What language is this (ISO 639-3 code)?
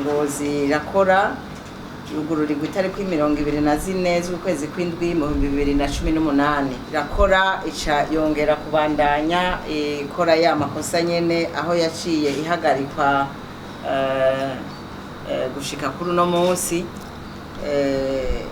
run